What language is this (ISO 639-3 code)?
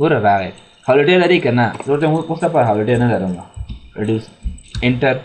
pus